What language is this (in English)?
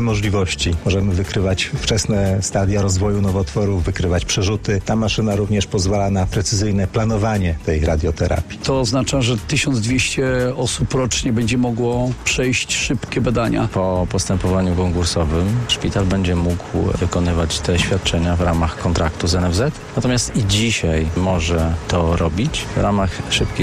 Polish